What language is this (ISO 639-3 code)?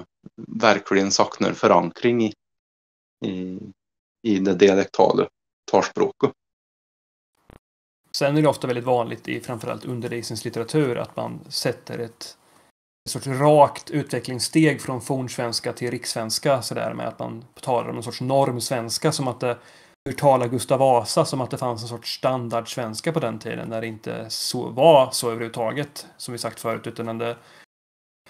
swe